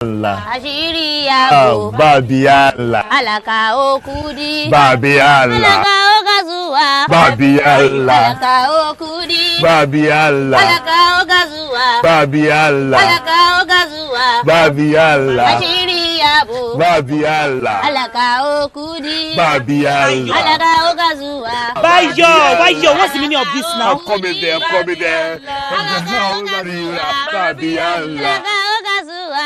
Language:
Hausa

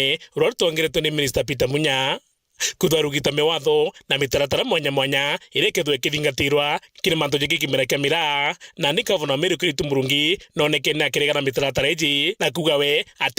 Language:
Meru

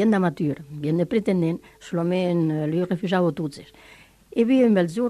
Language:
Italian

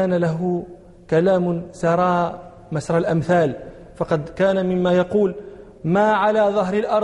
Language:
Arabic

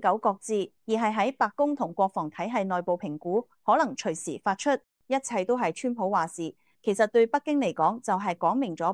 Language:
Cantonese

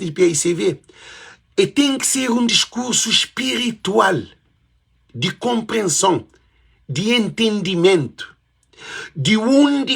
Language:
Kabuverdianu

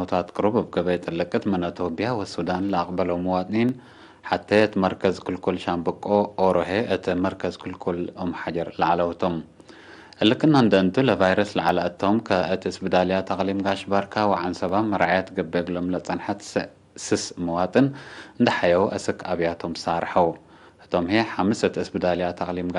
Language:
Tigre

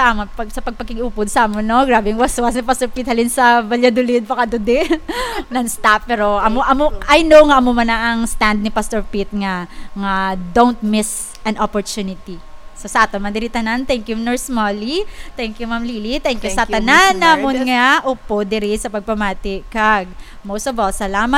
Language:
Hiligaynon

